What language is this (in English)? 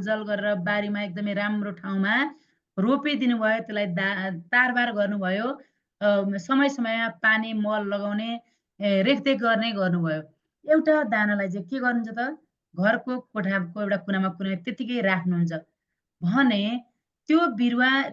Nepali